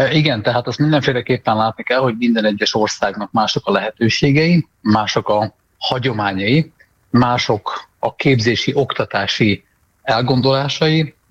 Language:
Hungarian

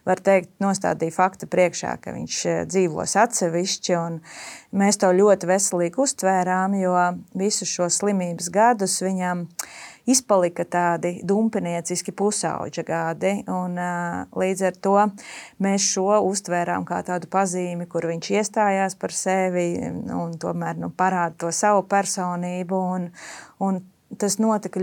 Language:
Latvian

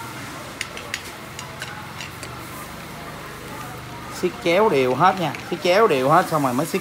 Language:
Vietnamese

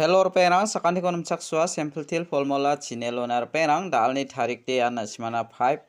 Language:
Garo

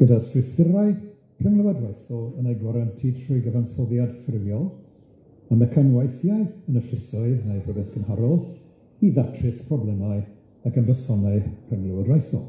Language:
Welsh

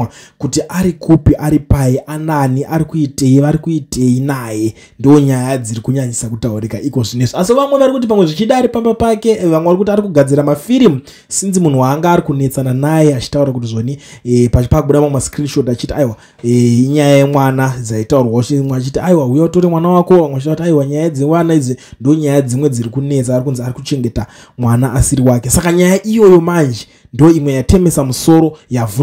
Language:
Shona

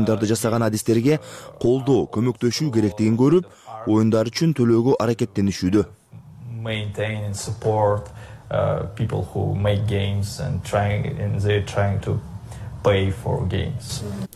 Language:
Kyrgyz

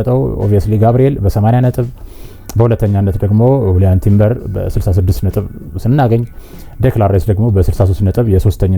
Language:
Amharic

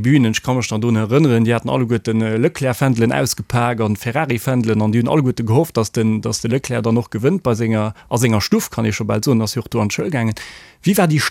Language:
Luxembourgish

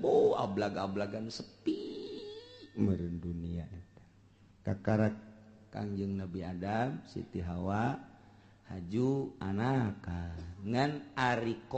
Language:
Sundanese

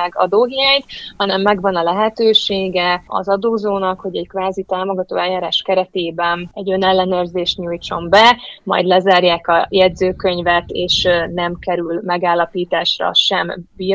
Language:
Hungarian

